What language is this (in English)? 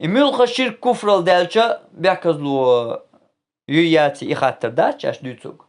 Chechen